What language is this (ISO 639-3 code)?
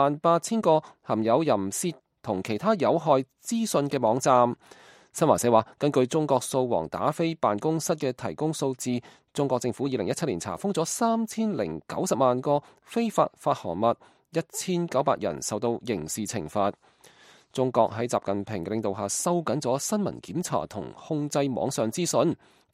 yue